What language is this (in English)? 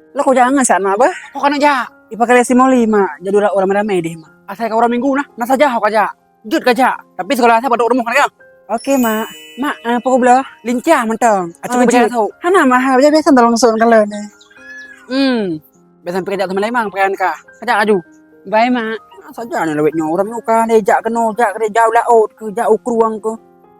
Achinese